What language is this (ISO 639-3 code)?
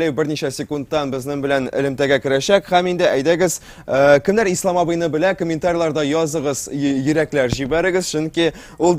tat